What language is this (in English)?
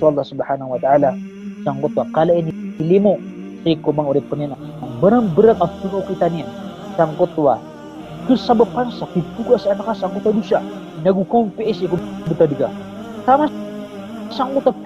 Maranao